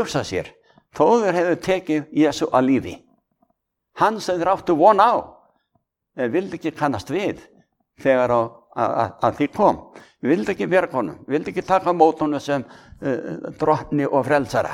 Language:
Icelandic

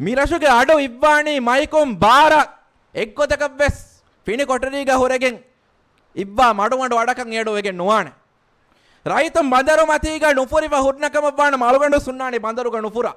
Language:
Divehi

